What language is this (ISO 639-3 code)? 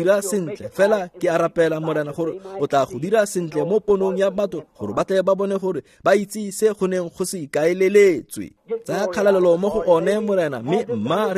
tsn